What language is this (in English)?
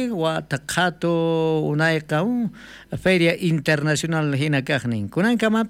South Bolivian Quechua